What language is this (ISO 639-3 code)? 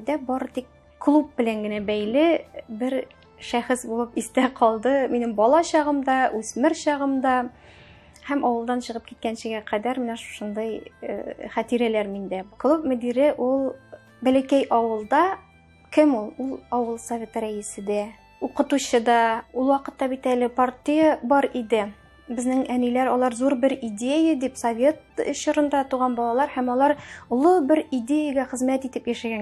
tat